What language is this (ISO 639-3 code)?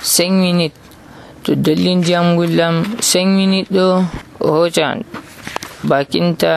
fuv